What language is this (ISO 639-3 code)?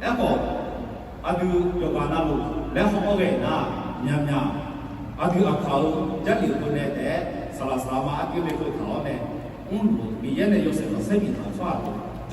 ahk